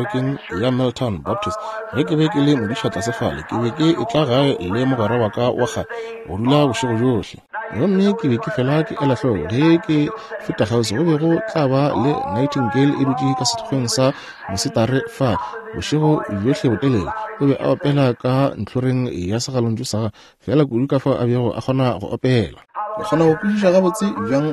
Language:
Northern Sotho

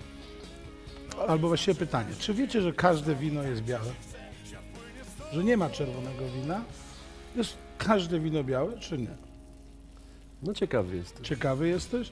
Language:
Polish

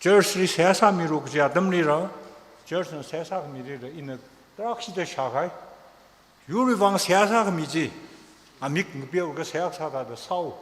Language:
Tangkhul Naga (India)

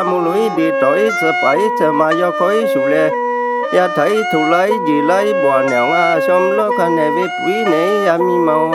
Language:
Lahu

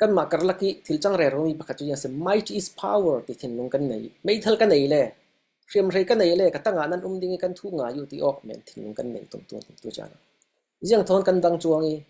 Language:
Falam Chin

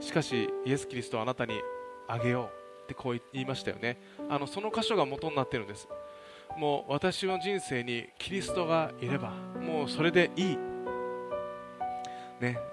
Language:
Japanese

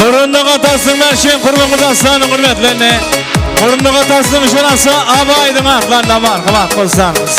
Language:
Kara-Kalpak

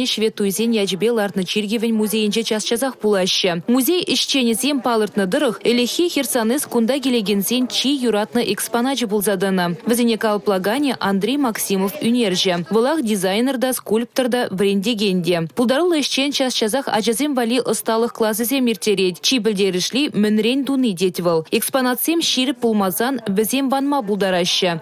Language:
Chuvash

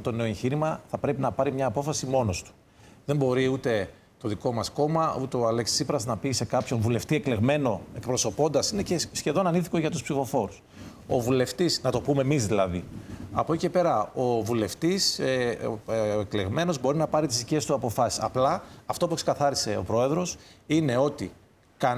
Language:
Greek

